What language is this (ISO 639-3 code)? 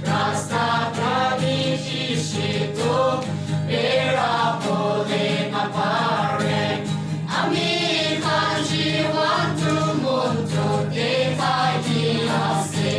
nag